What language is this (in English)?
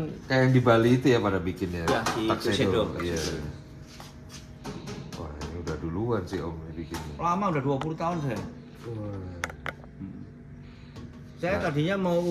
Indonesian